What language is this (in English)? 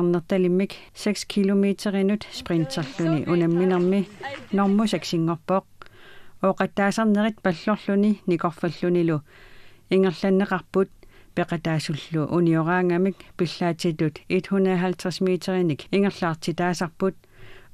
Kalaallisut